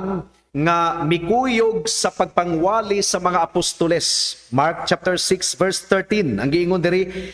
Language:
Cebuano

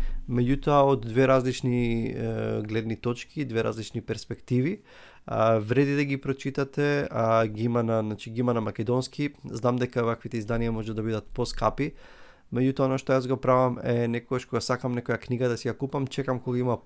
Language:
Macedonian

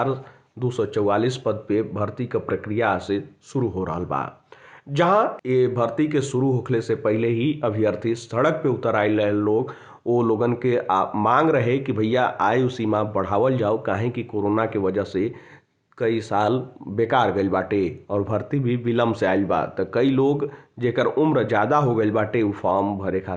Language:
Bhojpuri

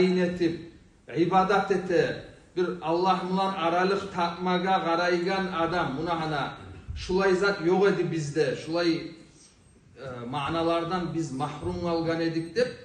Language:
Kumyk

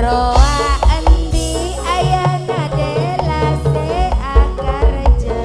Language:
Madurese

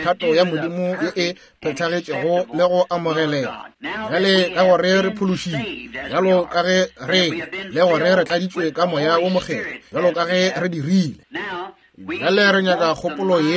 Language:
Northern Sotho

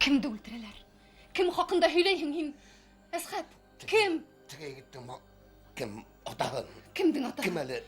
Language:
Bashkir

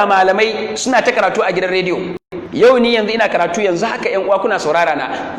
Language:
Hausa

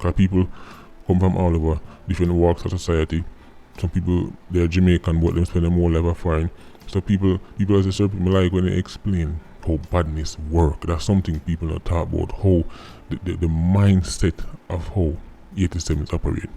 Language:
Jamaican Creole English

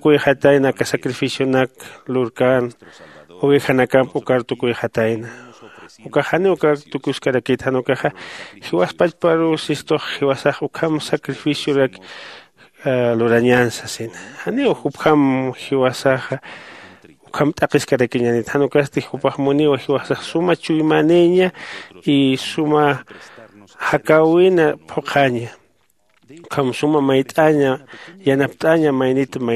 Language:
Aymara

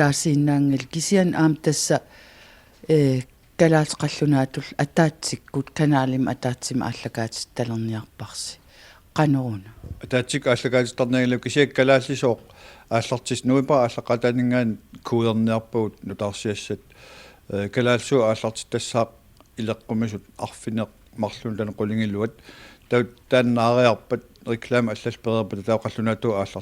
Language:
Kalaallisut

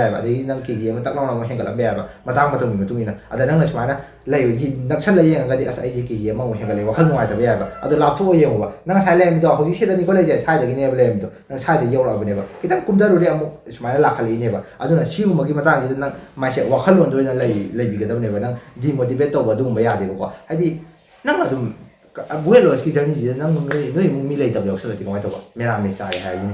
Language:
Manipuri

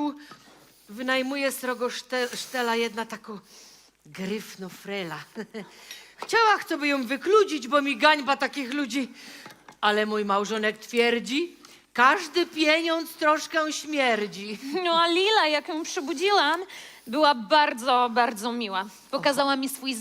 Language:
Silesian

